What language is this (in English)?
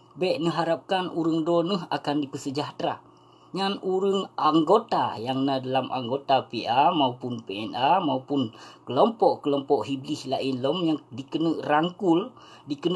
Achinese